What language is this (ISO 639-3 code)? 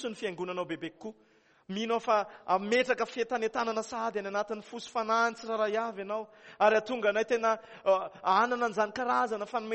mlg